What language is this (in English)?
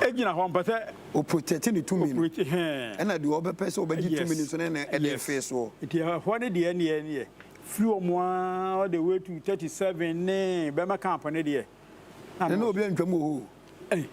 Akan